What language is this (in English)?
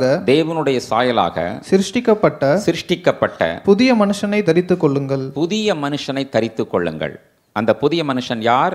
Tamil